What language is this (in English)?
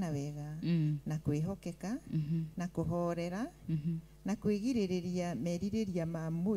Kikuyu